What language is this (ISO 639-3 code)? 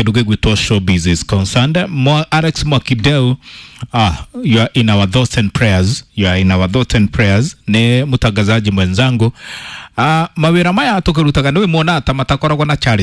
kik